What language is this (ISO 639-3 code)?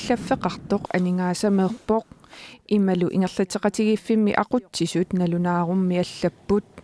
kal